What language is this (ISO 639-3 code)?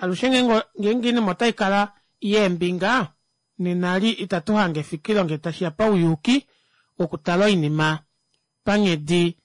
kua